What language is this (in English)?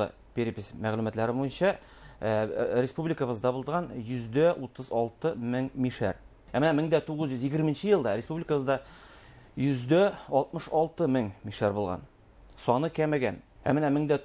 Bashkir